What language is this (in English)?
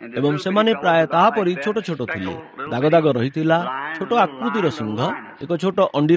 Odia